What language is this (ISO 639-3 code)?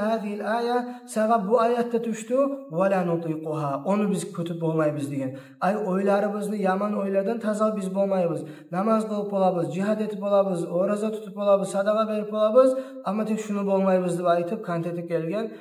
kum